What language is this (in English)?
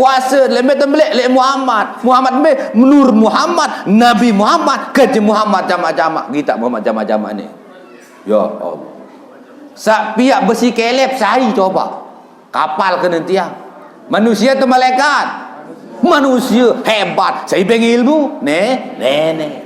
Sasak